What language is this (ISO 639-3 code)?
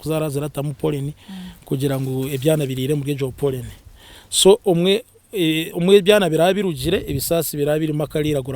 nyn